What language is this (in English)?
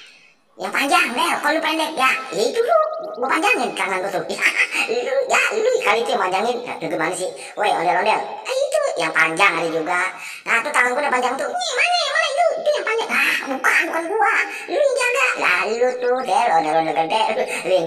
Betawi